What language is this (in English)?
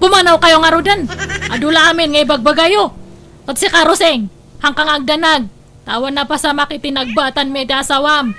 Iloko